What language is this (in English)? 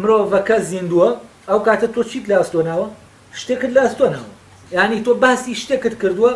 Central Kurdish